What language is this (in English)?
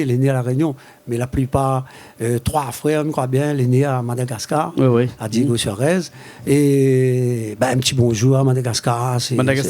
Réunion Creole French